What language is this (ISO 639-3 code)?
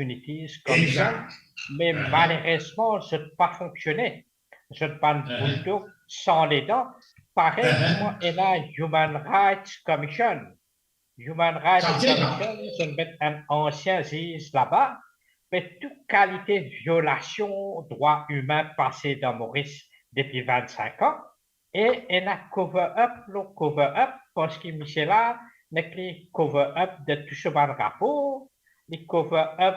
mfe